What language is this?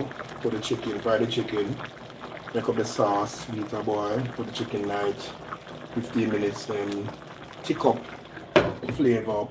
Jamaican Creole English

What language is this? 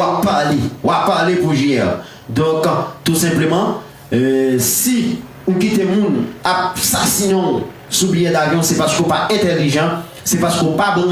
Haitian Creole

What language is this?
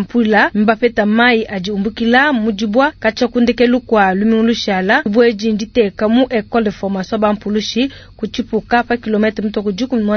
Luba-Lulua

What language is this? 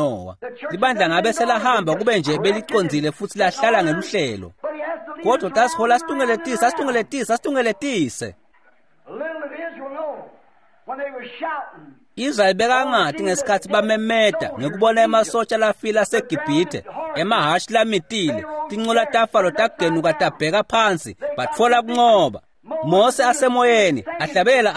Swati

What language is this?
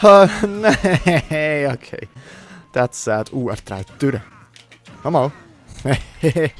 Swiss German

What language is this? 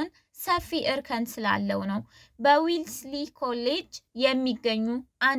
Amharic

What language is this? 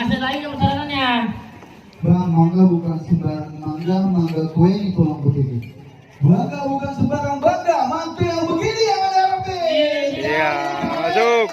Betawi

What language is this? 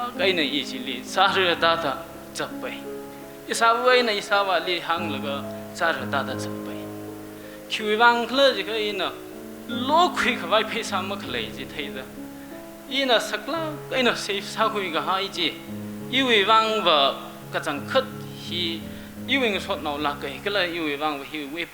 Tangkhul Naga (India)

